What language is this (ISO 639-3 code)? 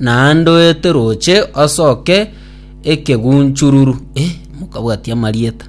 guz